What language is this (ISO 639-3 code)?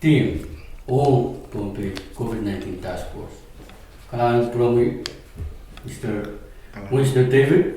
pon